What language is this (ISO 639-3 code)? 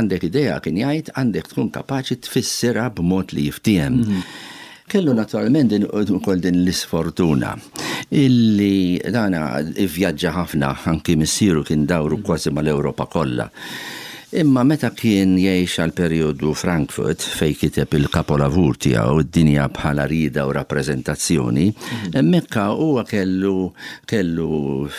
mlt